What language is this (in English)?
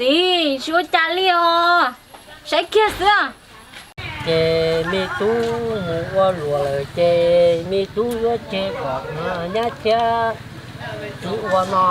Hmong